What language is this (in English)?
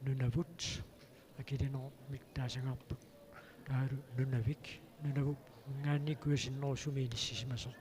Kalaallisut